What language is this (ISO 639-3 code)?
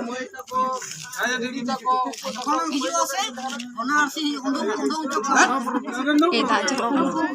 sat